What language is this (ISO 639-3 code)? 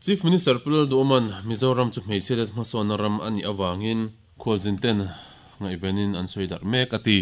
lus